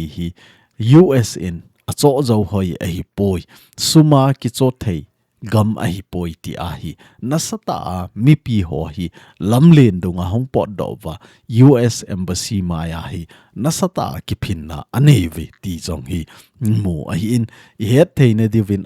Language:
Thado Chin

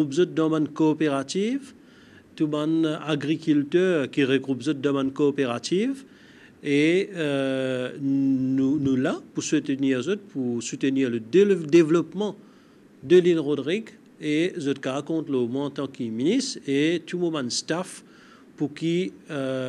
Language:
Morisyen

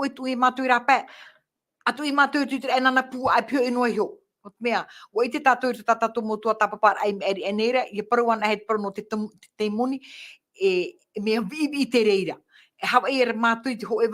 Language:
Tahitian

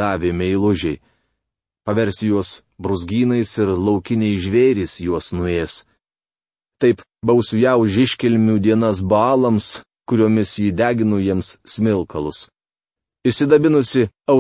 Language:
Lithuanian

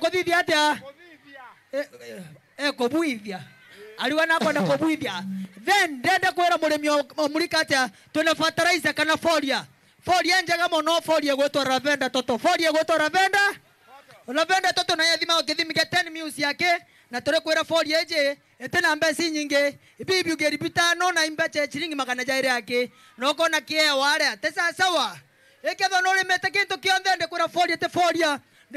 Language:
Meru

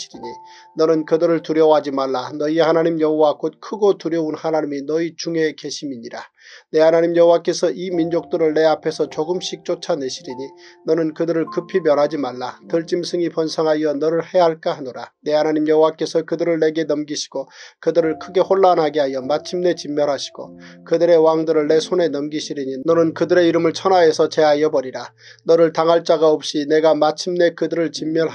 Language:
Korean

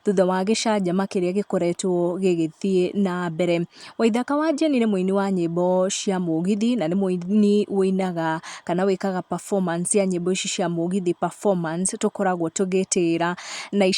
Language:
Kikuyu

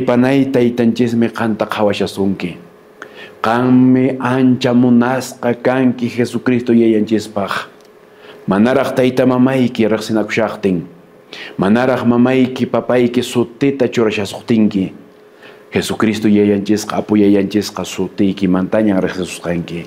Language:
Quechua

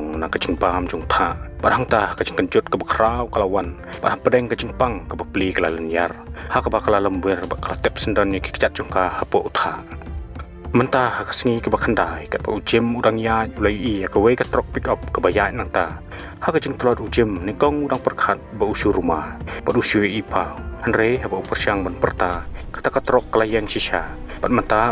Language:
Khasi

